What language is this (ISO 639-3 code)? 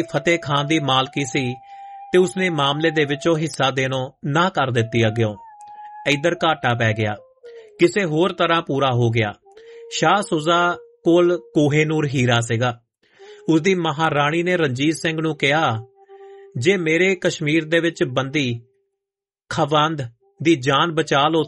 pan